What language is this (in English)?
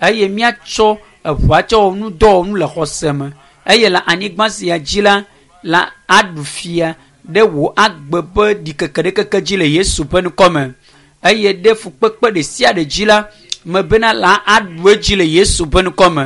Ewe